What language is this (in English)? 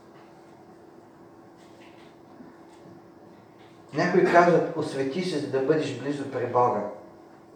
Bulgarian